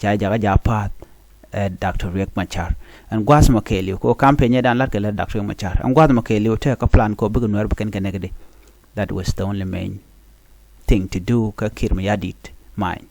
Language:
Nuer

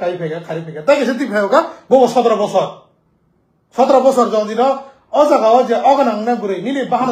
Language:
Kok Borok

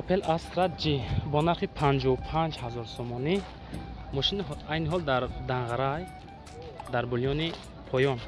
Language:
Tajik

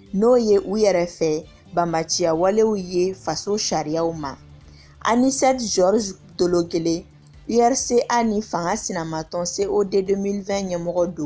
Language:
Bambara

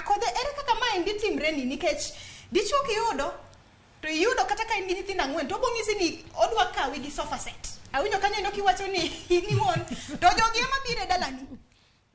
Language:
Luo (Kenya and Tanzania)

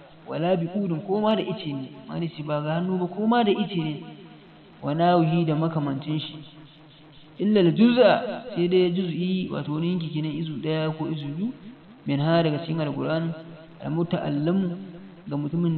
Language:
Hausa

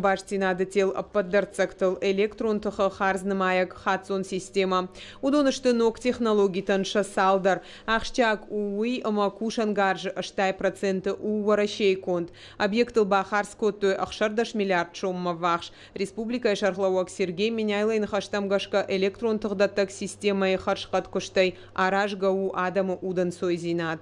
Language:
Ossetic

